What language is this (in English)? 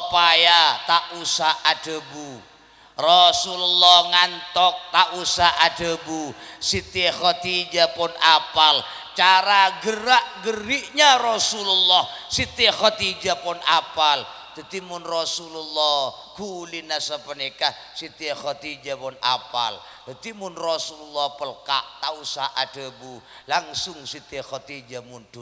Madurese